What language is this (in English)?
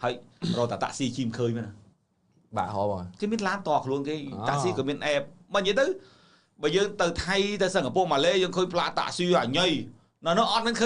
Khmer